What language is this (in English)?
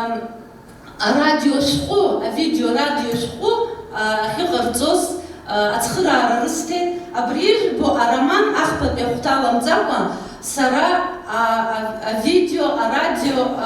Abkhazian